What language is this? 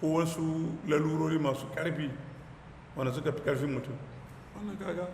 Hausa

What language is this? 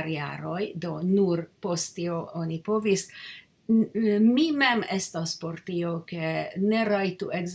Esperanto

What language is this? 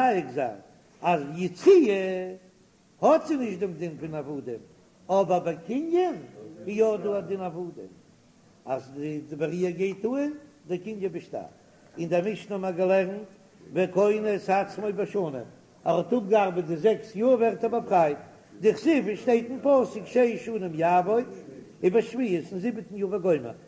Yiddish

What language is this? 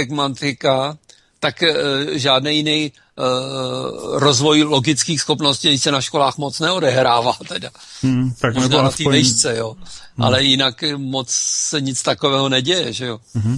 Czech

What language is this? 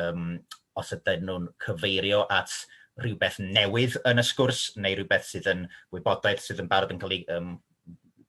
Welsh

